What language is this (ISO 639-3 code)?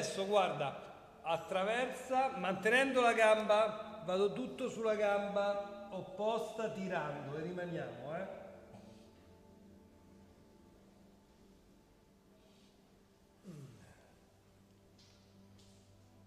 ita